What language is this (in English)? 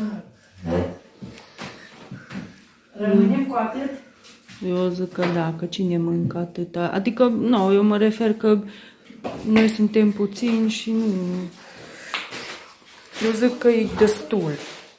Romanian